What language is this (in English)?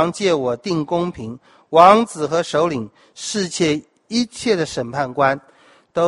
Chinese